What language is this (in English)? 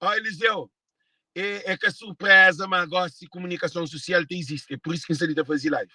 Kabuverdianu